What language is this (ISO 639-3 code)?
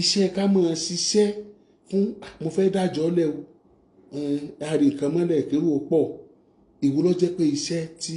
yor